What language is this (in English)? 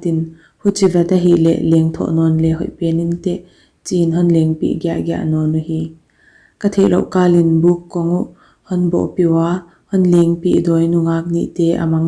Paite Chin